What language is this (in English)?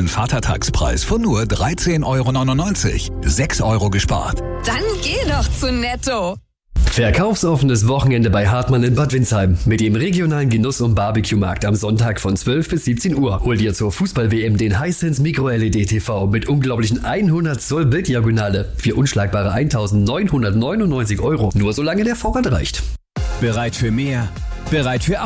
German